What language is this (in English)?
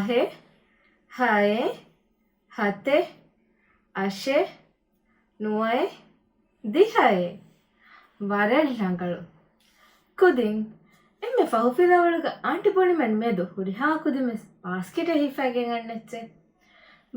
Divehi